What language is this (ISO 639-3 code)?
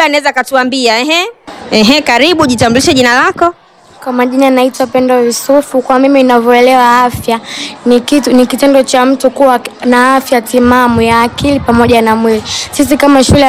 swa